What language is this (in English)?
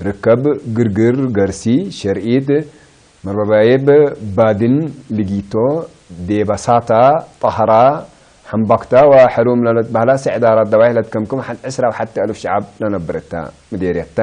Tigre